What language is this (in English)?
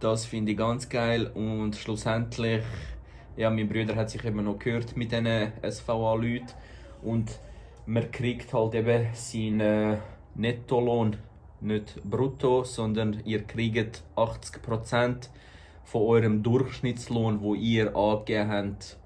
Swiss German